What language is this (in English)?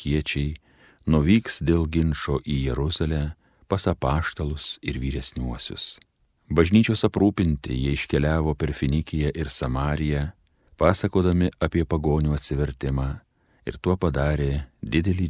Lithuanian